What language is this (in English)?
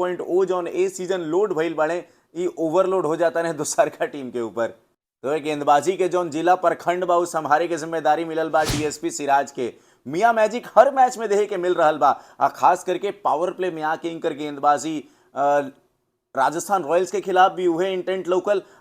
Bhojpuri